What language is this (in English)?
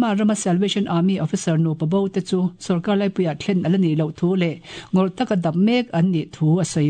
Mizo